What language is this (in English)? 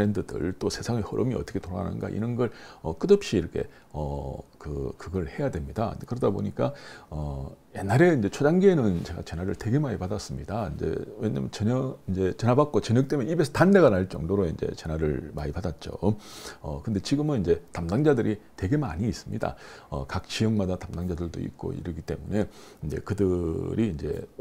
Korean